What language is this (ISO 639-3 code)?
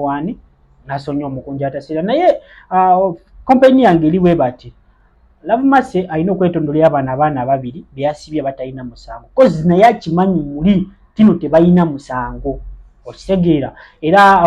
lug